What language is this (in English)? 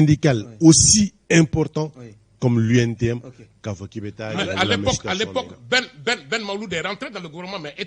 Bambara